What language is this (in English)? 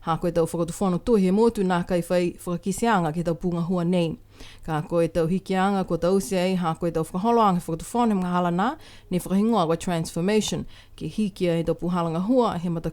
Niuean